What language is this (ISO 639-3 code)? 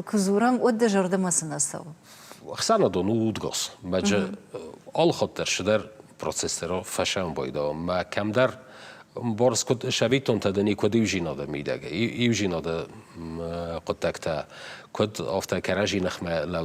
oss